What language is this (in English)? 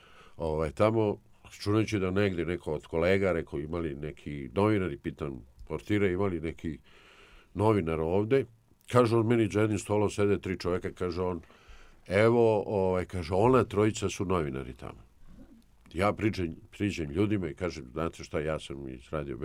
Serbian